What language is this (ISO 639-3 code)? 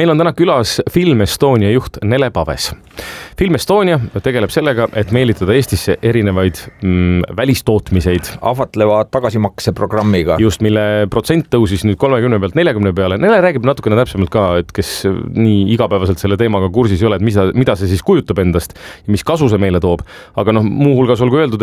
est